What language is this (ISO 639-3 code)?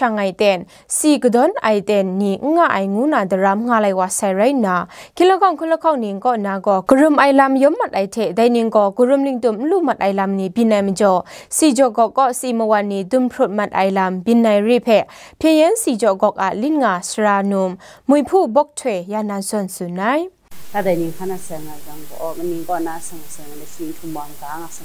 kac